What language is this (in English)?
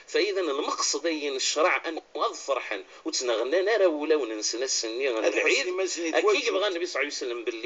Moroccan Arabic